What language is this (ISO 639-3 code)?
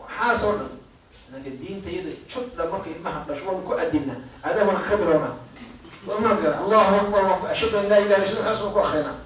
som